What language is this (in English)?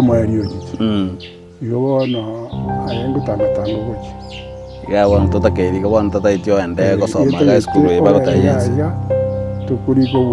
Gusii